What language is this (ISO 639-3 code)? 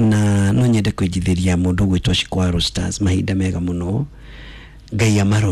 kik